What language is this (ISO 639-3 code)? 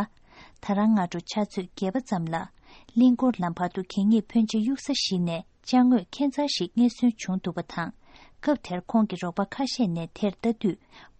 bod